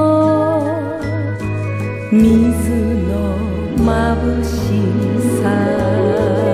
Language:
Japanese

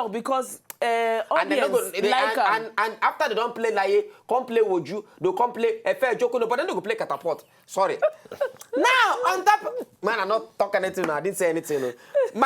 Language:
Nigerian Pidgin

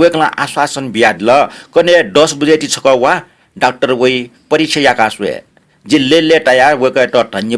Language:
Newari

